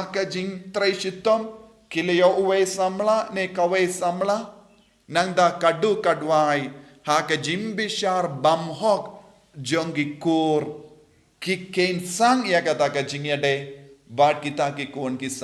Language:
Khasi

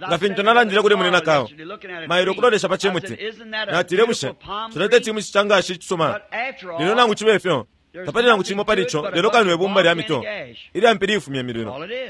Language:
Bemba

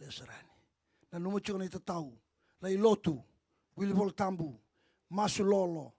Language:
Fijian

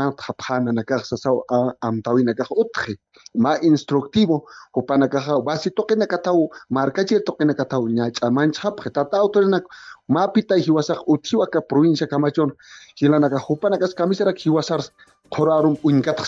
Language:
Aymara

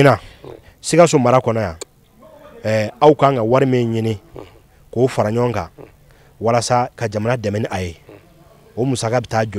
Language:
Bambara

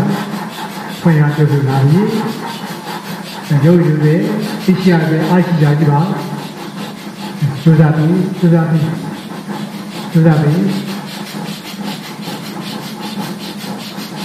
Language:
Burmese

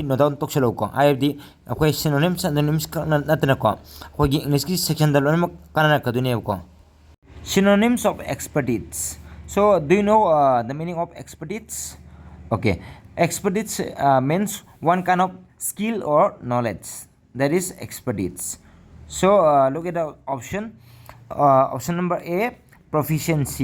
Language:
Manipuri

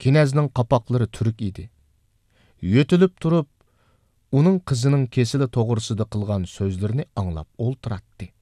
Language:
Uyghur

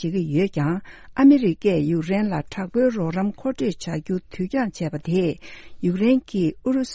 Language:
Tibetan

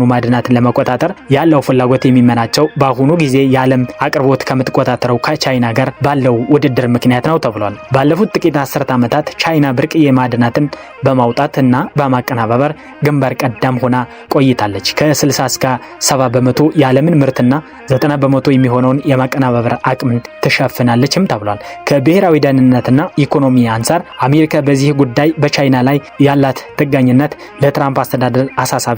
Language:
Amharic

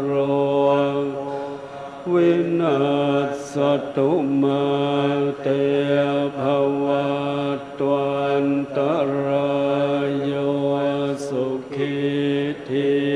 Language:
Pali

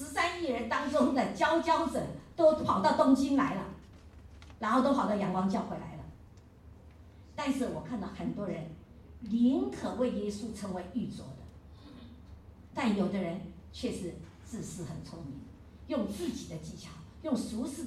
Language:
Chinese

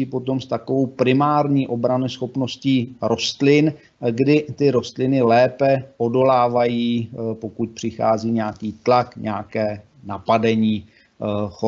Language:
Czech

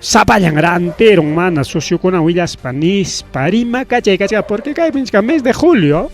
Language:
Ayacucho Quechua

